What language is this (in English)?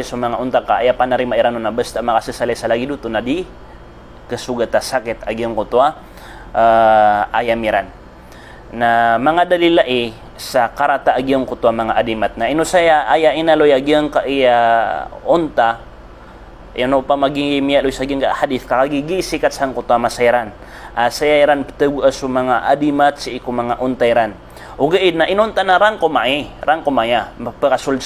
Maranao